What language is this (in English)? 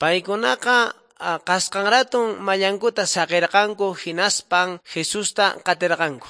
Quechua